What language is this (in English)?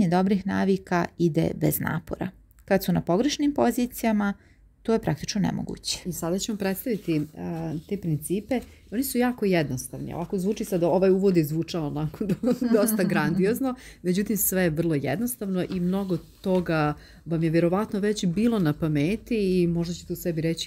Croatian